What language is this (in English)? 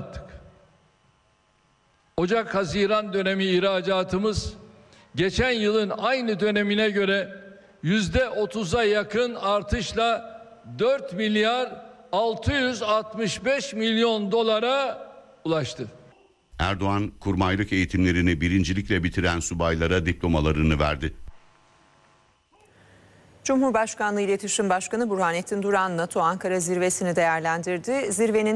Turkish